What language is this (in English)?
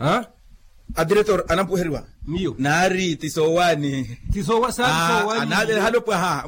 Makhuwa